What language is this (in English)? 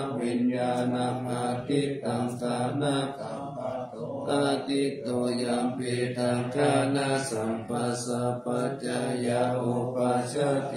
Pali